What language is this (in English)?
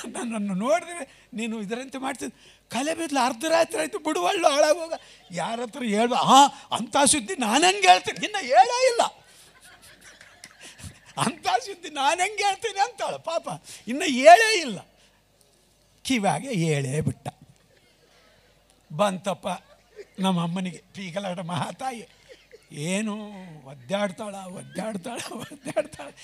Kannada